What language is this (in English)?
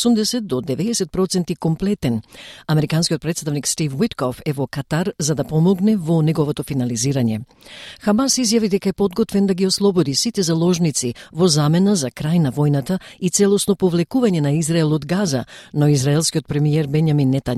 Macedonian